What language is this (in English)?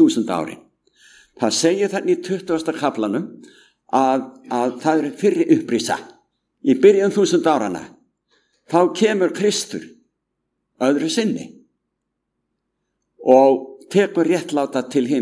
Icelandic